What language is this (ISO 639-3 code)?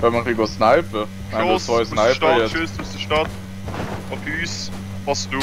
gsw